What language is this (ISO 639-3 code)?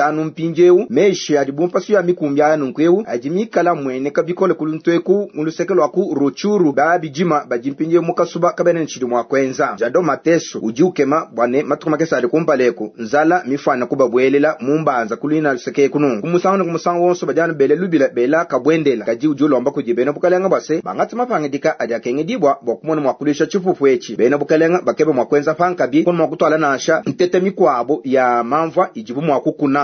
lua